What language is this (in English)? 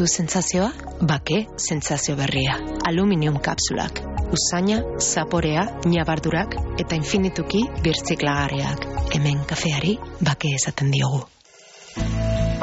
Basque